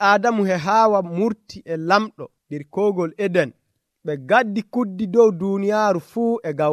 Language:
Nigerian Fulfulde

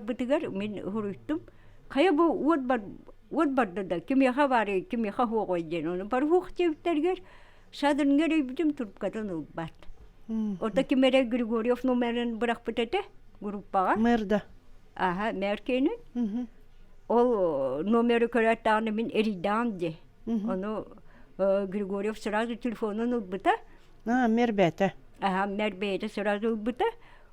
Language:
Yakut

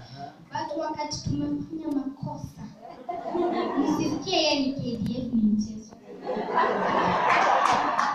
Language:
Swahili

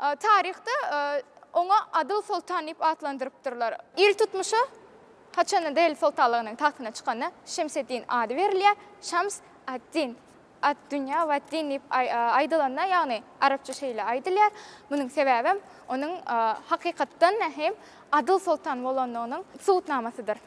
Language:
Turkmen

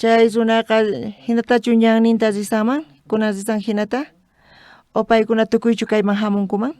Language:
South Bolivian Quechua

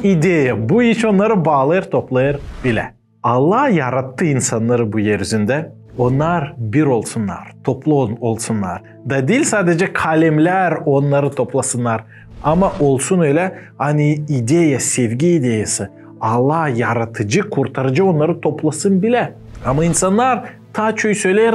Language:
Gagauz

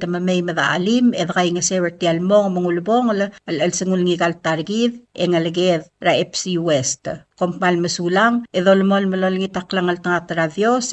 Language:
Palauan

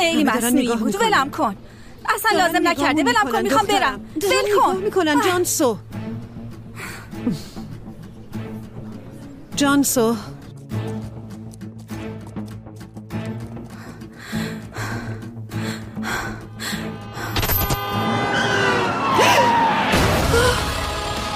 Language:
Persian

